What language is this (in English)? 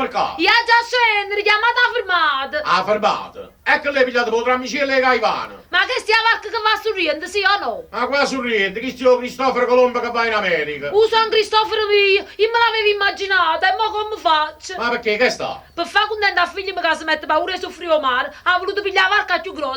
Neapolitan